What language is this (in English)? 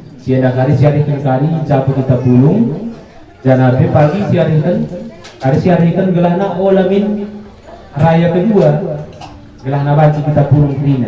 Batak Karo